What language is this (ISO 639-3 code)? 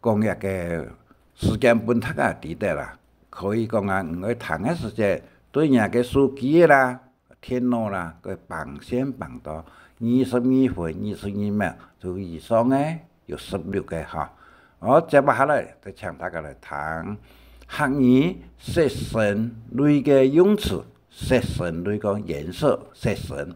hak